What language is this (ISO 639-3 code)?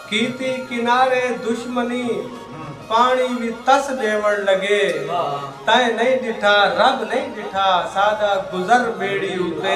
skr